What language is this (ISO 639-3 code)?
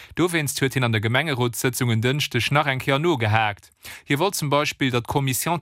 ltz